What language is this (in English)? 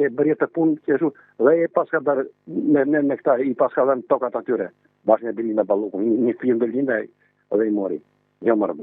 Albanian